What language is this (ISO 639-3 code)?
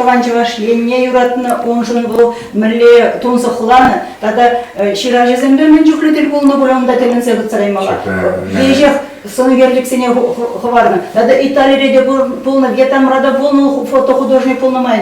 chv